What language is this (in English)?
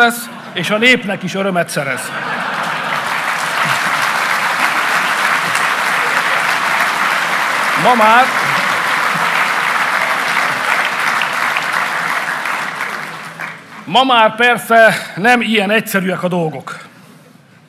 Hungarian